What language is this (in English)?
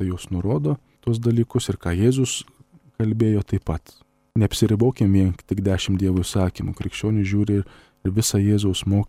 Lithuanian